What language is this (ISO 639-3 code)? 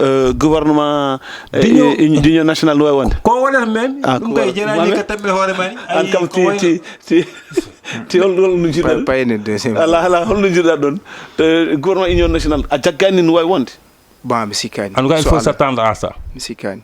ful